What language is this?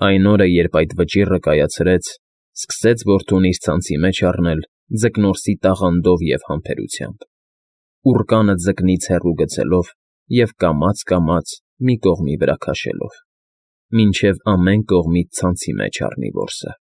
Armenian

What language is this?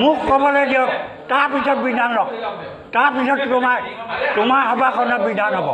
Assamese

